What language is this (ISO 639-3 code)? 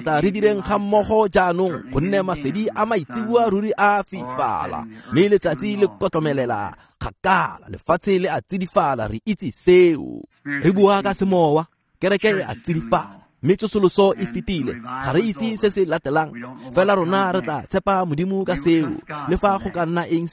tsn